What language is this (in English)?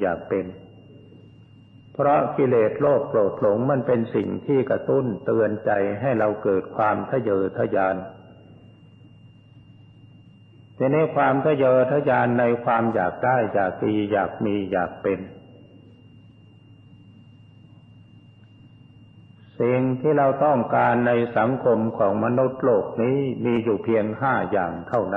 Thai